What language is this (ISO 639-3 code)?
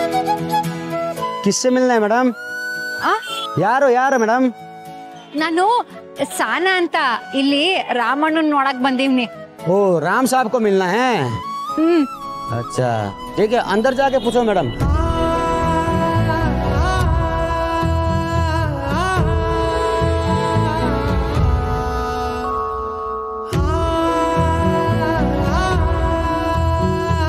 kan